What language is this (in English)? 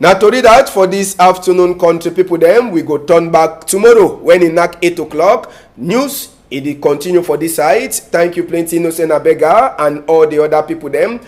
Cameroon Pidgin